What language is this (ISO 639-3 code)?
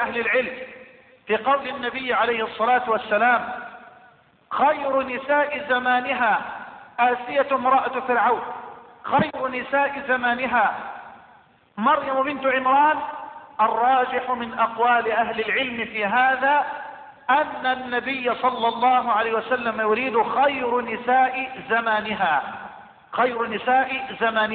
ara